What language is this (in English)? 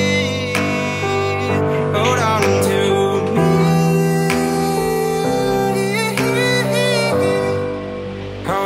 Spanish